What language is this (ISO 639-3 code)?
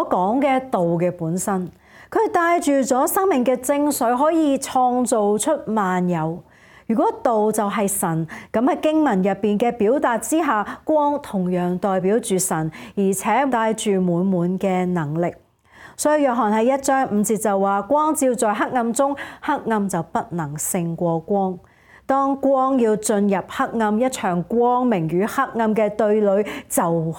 yue